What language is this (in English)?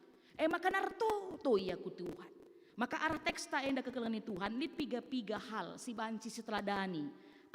Batak Karo